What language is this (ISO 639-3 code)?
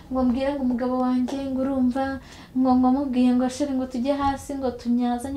kin